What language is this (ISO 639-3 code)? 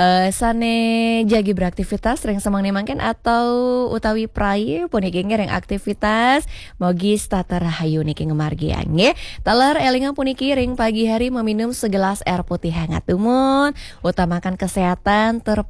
ban